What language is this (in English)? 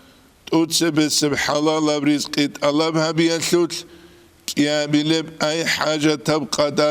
Avaric